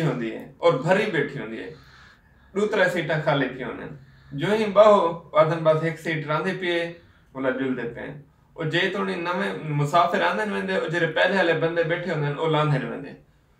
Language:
Saraiki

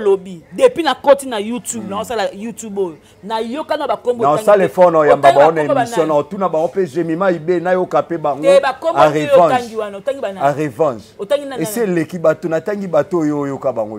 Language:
Lingala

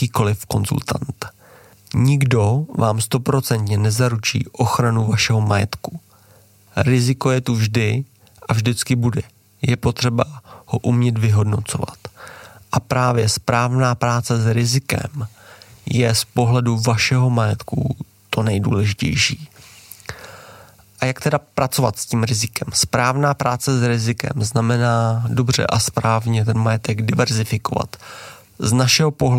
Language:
Czech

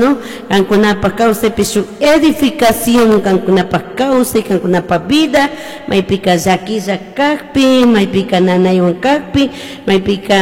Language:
Chimborazo Highland Quichua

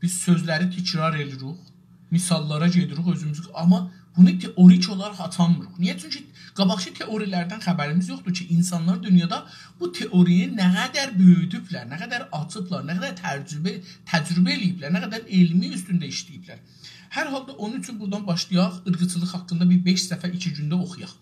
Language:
South Azerbaijani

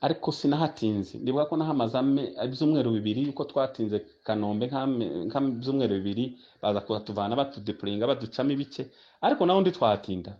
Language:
Kinyarwanda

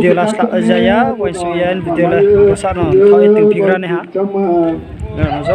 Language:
Riang (India)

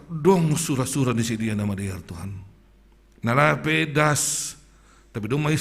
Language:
Batak Simalungun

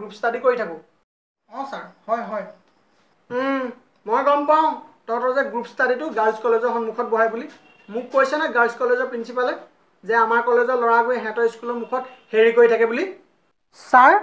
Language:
Assamese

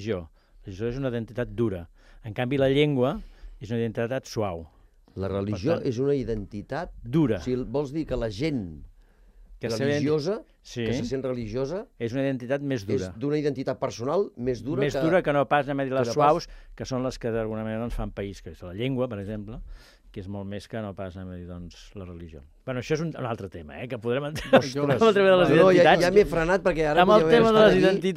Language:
Catalan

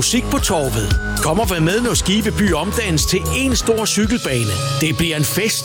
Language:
Danish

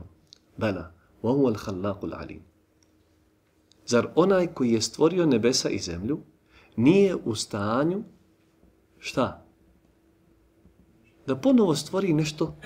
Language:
Bosnian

